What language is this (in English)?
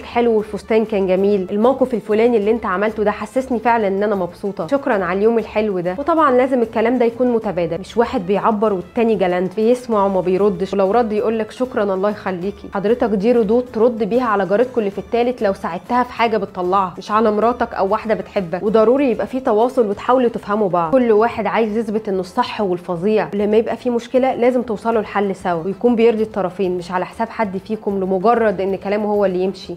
Egyptian Arabic